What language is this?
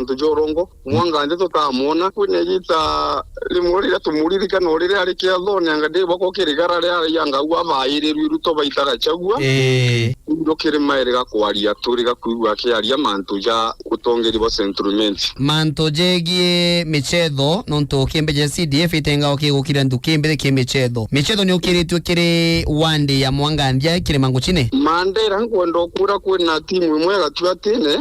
Meru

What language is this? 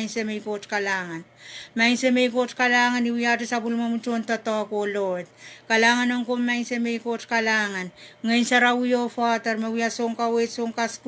Pohnpeian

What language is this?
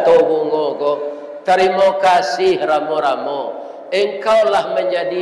Minangkabau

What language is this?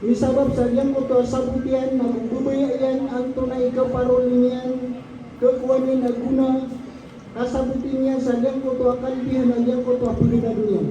Maranao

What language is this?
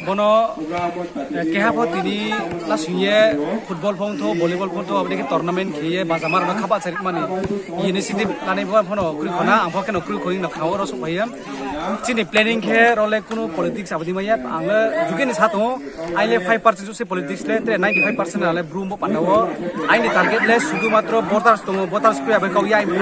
Riang (India)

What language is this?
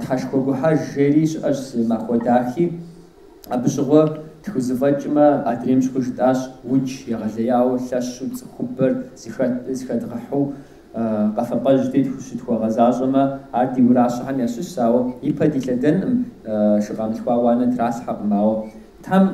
Kabardian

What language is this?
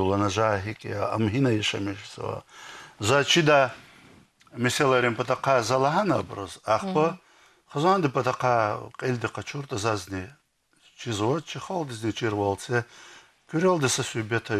Lezghian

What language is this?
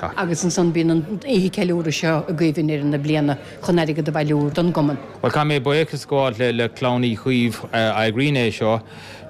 Irish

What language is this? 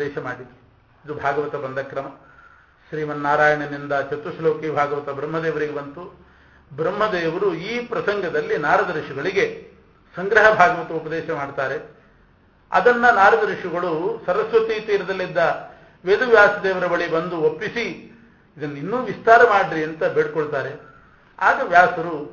Kannada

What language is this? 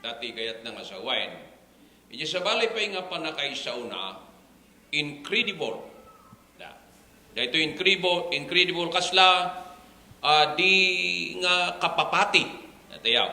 Iloko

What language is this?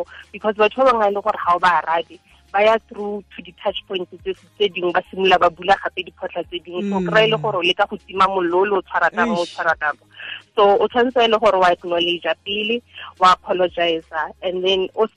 Tswana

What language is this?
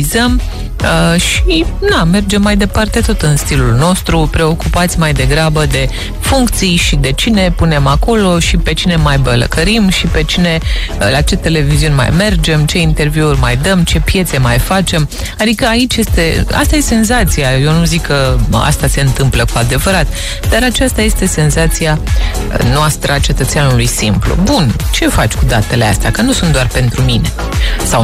Romanian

